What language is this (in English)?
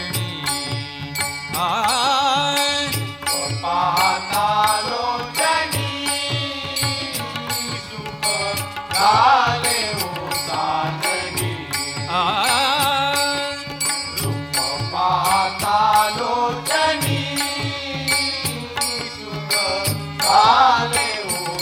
Marathi